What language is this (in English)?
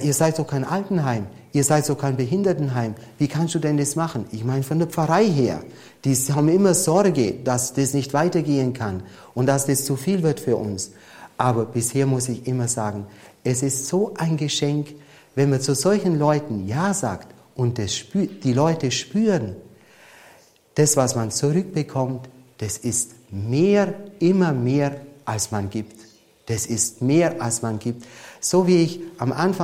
German